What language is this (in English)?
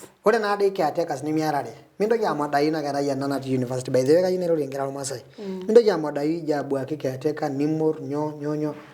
Masai